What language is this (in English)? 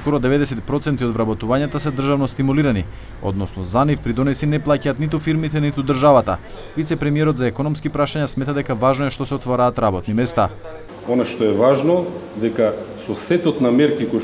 Macedonian